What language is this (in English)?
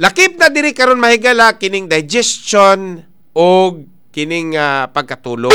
Cebuano